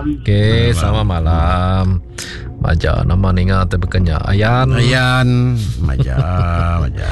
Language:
Iban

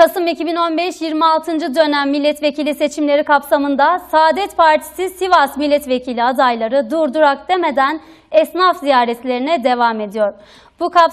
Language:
Turkish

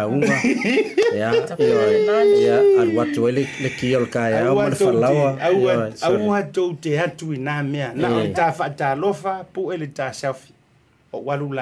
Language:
Samoan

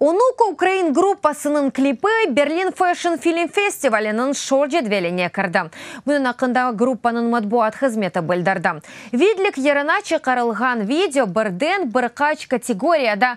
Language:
Crimean Tatar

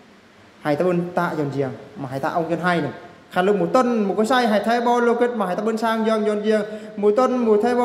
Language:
Eastern Bru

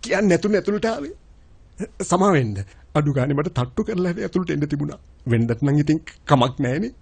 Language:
Sinhala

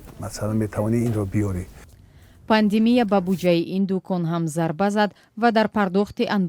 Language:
Tajik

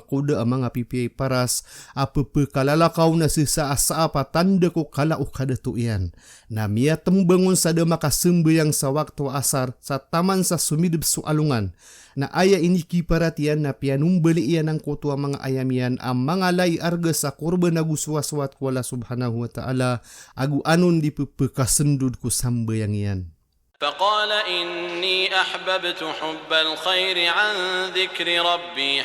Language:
Maranao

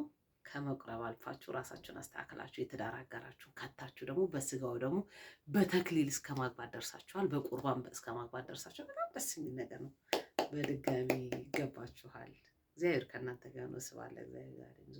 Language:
Amharic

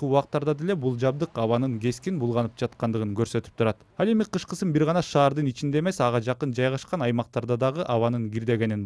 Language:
Kyrgyz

